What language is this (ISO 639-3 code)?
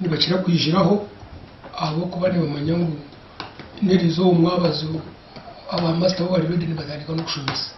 nyn